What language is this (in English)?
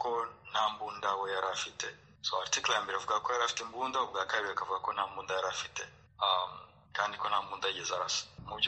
Kinyarwanda